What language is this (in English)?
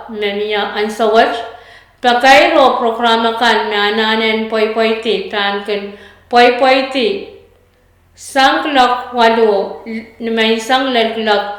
Pohnpeian